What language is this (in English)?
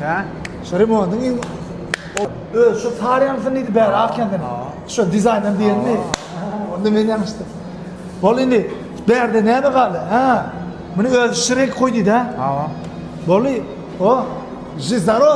Turkmen